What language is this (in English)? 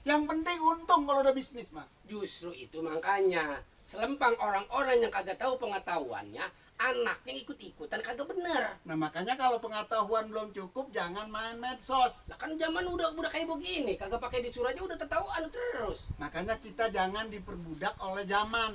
Betawi